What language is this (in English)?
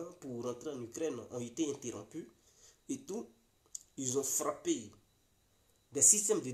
French